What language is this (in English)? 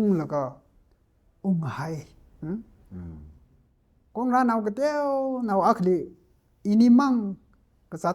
Tangkhul Naga (India)